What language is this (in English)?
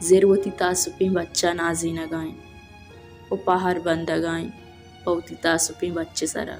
Baluchi